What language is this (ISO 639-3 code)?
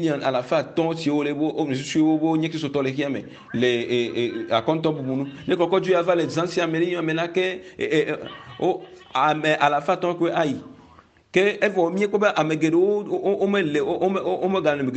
ewe